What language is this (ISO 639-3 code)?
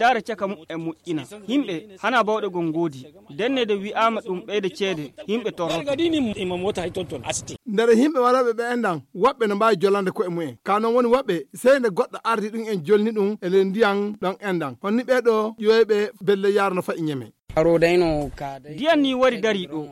ful